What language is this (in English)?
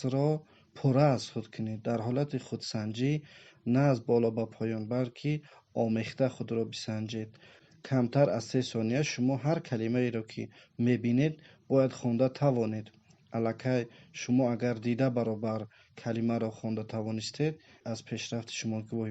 Tajik